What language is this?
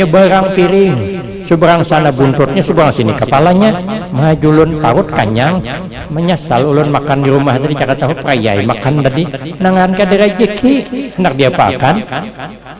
Banjar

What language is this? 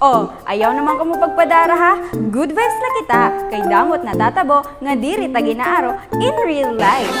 Waray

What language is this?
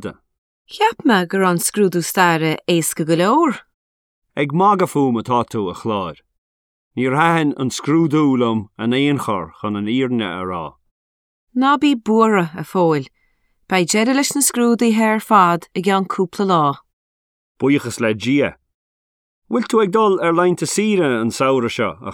Irish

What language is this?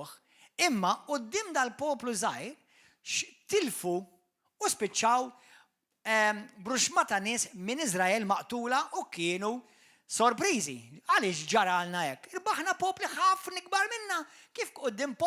Maltese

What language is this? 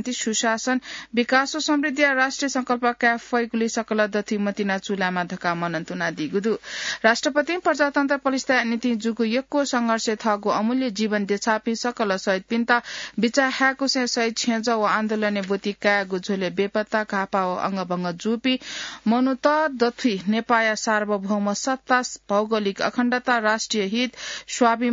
Newari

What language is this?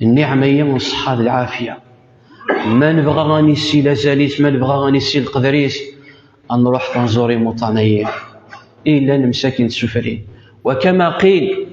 Kabyle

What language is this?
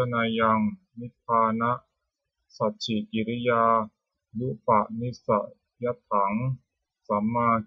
Pali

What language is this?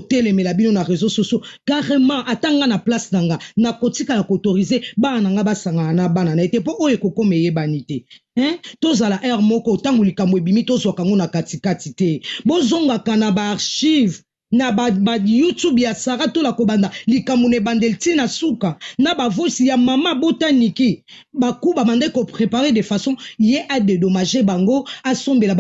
Lingala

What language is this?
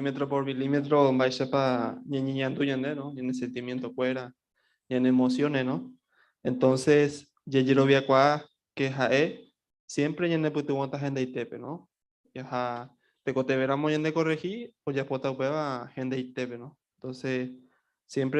Guarani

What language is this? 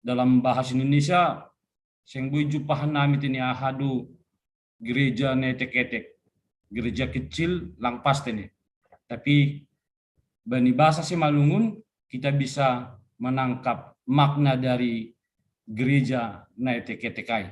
Batak Simalungun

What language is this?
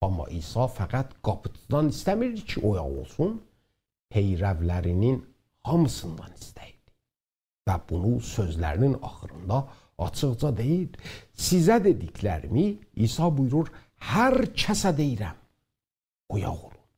South Azerbaijani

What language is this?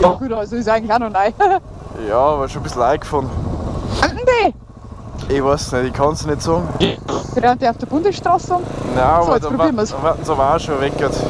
Bavarian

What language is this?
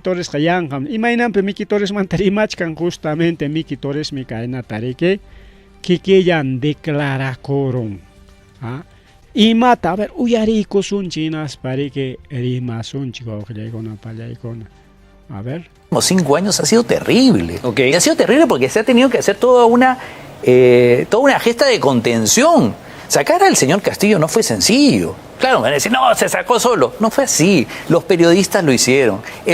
Ayacucho Quechua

